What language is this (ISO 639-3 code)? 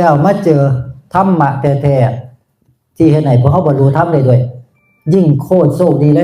tts